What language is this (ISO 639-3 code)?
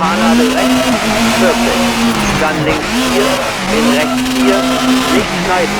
bar